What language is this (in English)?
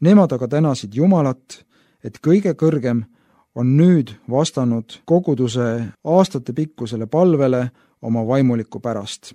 Estonian